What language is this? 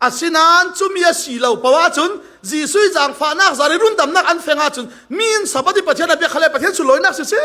Falam Chin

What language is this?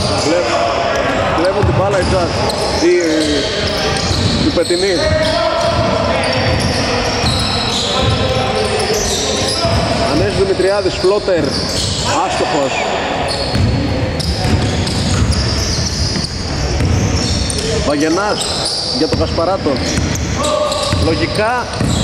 Greek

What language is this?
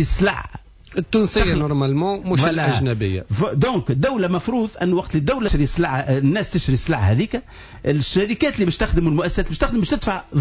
Tunisian Arabic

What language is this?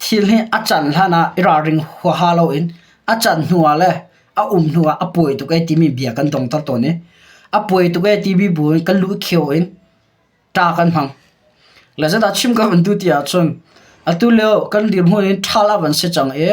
Hakha Chin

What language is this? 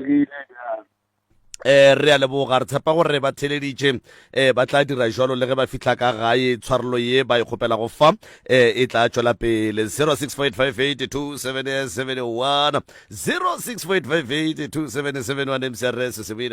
Northern Sotho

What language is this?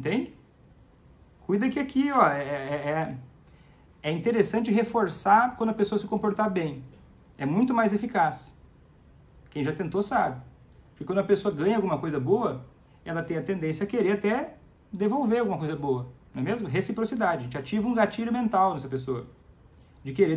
Portuguese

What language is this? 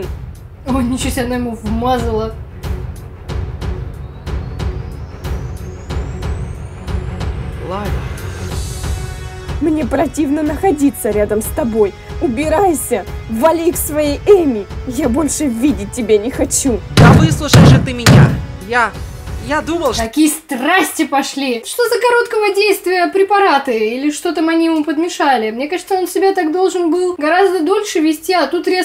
Russian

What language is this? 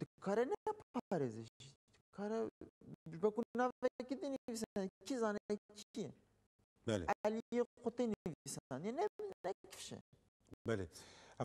Kurdish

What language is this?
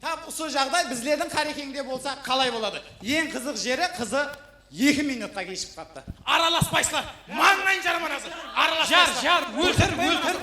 Kara-Kalpak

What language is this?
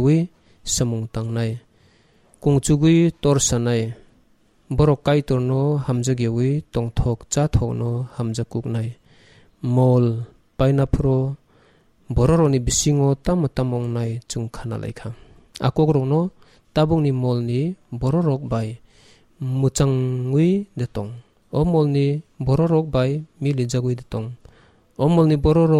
Kok Borok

